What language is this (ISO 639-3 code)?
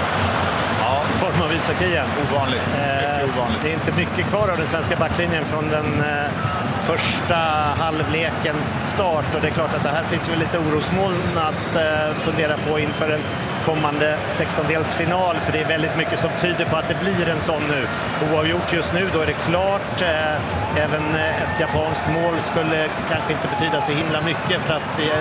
swe